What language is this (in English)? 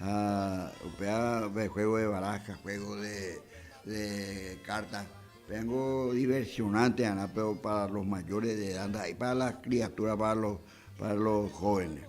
Guarani